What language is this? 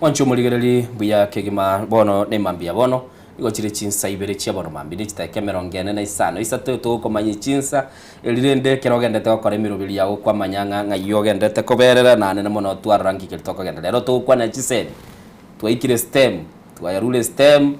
Gusii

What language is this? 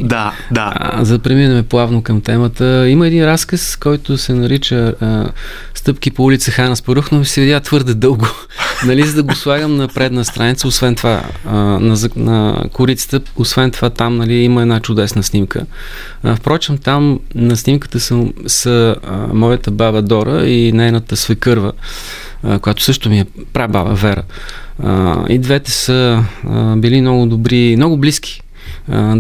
Bulgarian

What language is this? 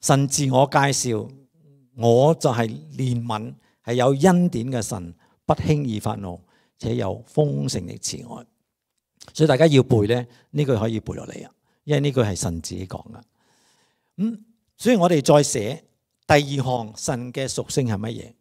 Cantonese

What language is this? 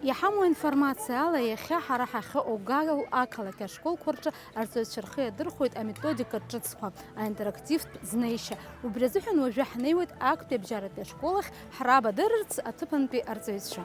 Abkhazian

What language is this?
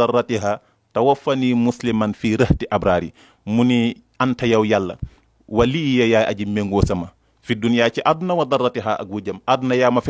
Wolof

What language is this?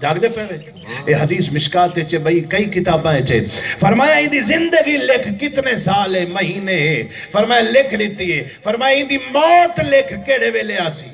Saraiki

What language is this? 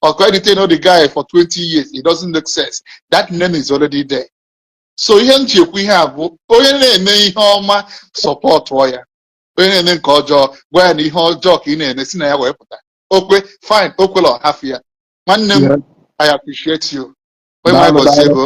Igbo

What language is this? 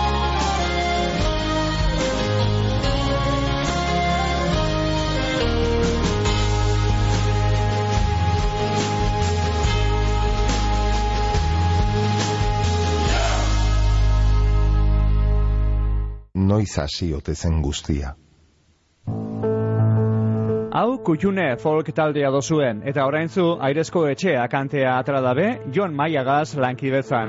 Basque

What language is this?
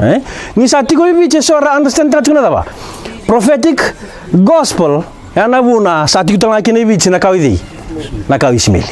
Fijian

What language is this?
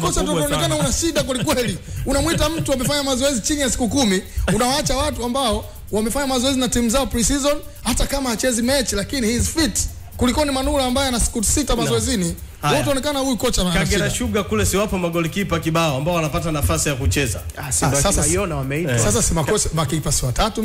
Swahili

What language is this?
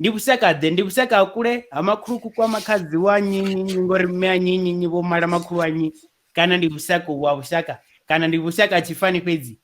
Venda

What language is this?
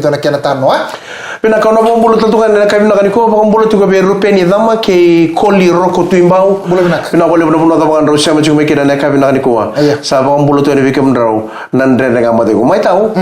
Fijian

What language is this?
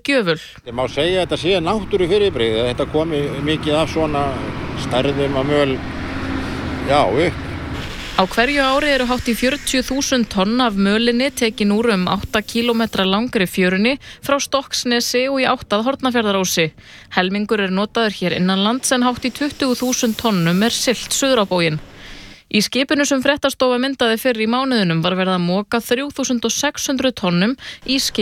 Icelandic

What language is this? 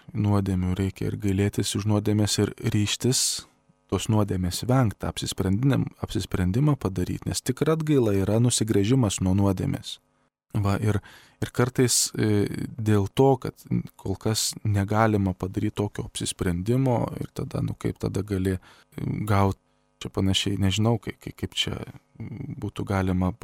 Lithuanian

